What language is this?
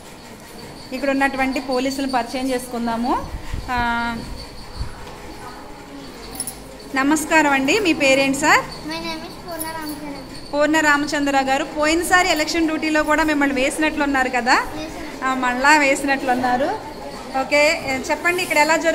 Telugu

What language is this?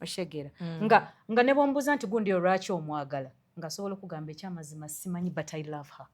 Ganda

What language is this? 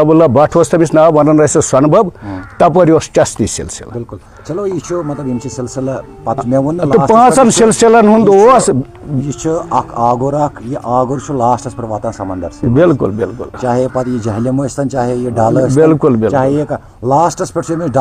Kashmiri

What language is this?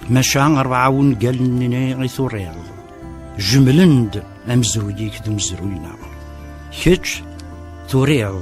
Kabyle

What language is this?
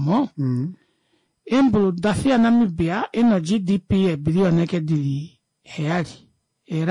Kuanyama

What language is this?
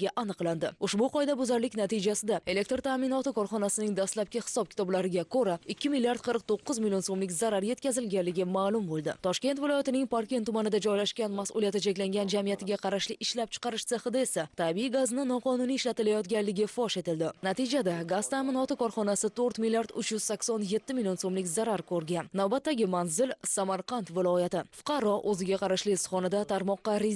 Uzbek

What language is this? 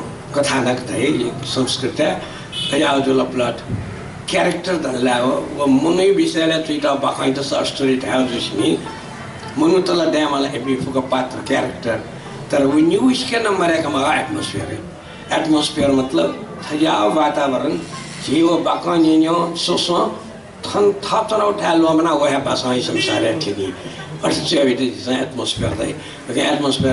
Newari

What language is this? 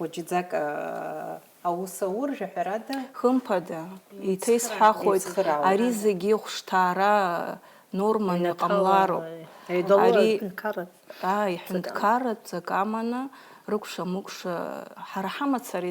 Abkhazian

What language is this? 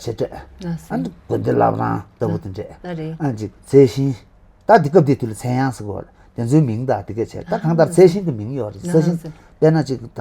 Tibetan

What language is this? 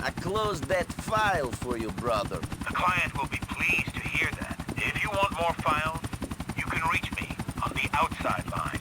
Bavarian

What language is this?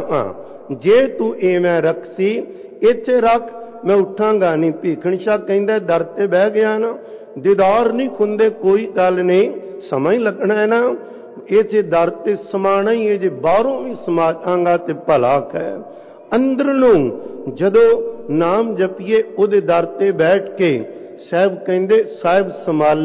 Punjabi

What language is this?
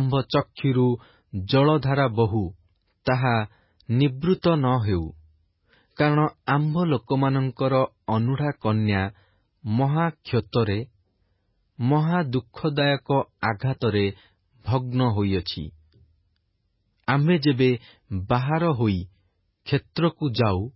Odia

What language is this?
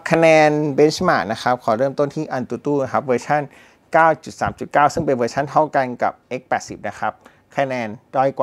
Thai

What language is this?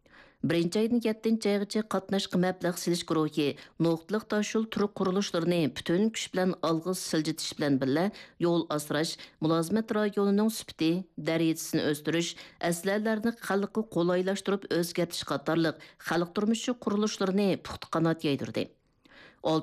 Uyghur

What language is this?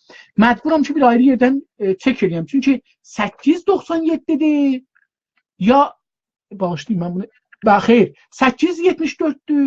South Azerbaijani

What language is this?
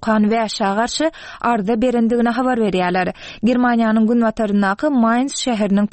Turkmen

